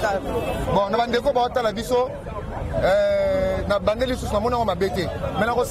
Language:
Lingala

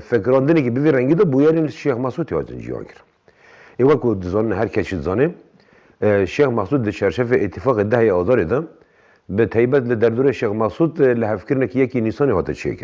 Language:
Kurdish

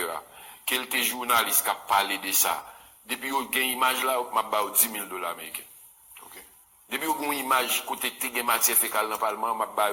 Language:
Haitian Creole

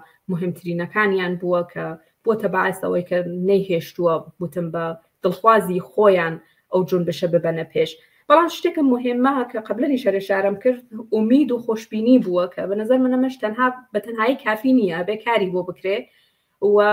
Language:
Central Kurdish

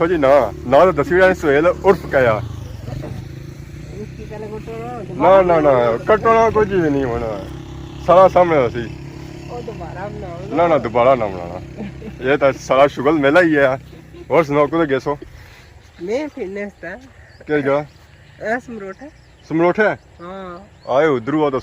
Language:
Pahari-Potwari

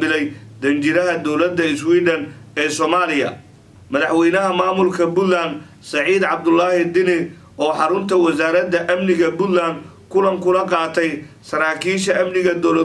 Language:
Somali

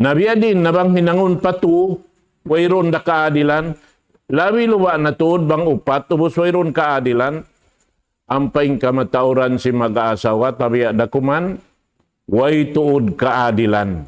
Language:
Tausug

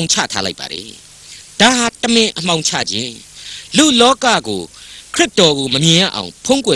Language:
Burmese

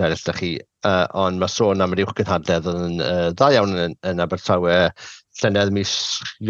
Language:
Welsh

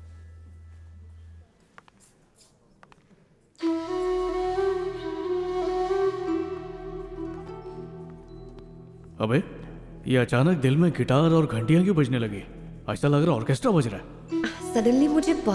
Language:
Hindi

